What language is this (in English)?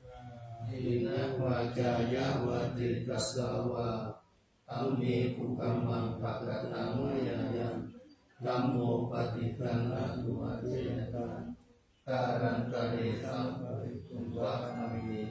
Pali